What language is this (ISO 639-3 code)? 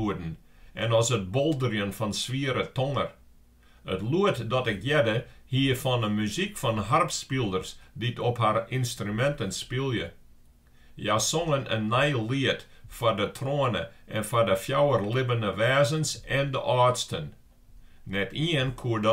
fry